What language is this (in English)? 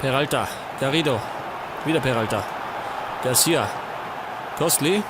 Bavarian